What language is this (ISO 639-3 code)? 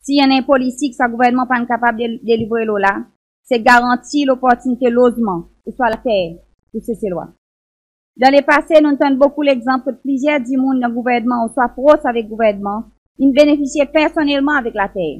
crs